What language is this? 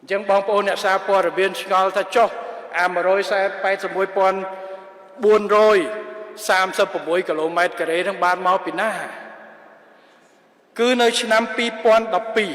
Khmer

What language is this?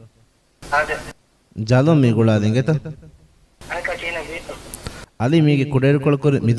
Divehi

